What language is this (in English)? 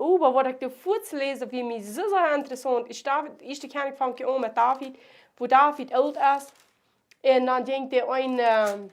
Plautdietsch